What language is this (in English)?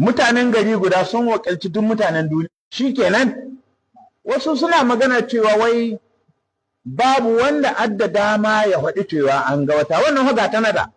Hausa